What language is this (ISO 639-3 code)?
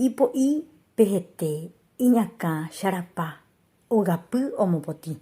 grn